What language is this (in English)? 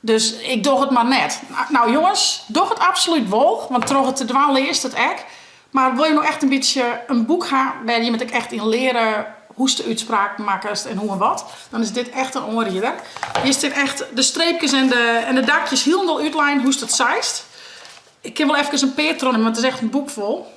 Western Frisian